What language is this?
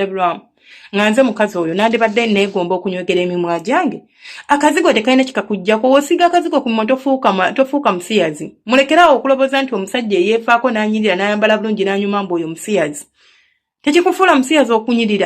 Ganda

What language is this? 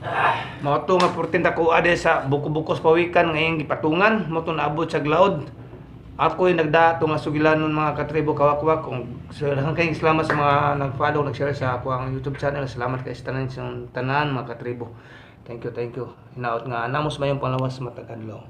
Cebuano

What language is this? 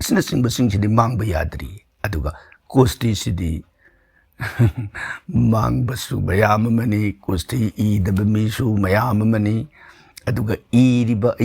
Manipuri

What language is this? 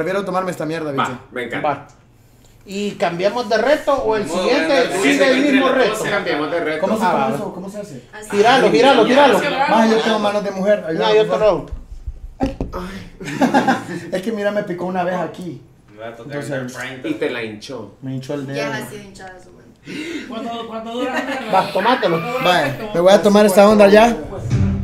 Spanish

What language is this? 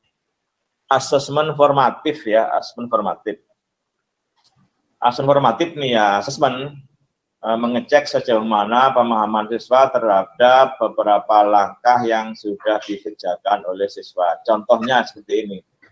Indonesian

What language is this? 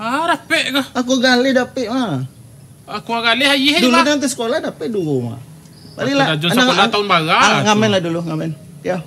Minangkabau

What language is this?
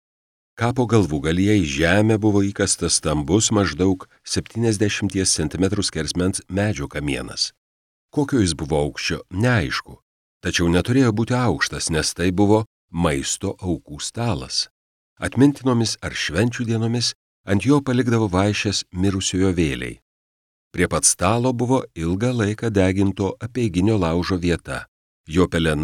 Lithuanian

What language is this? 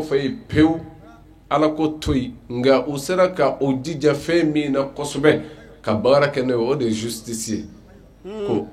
Bambara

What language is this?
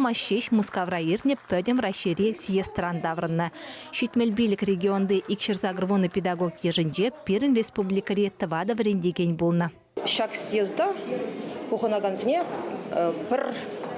Chuvash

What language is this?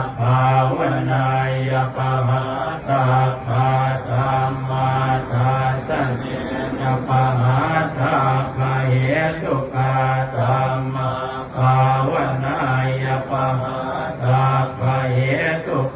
Pali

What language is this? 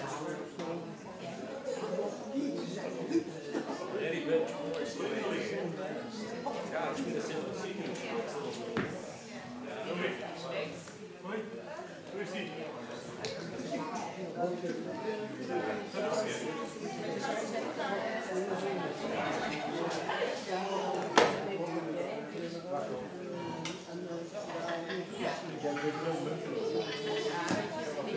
Dutch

